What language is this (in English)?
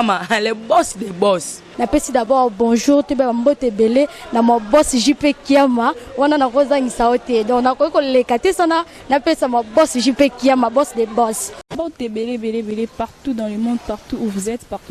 Lingala